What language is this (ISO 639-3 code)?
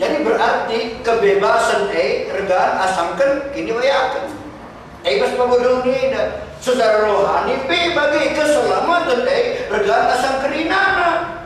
btx